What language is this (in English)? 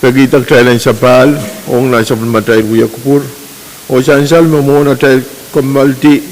Pohnpeian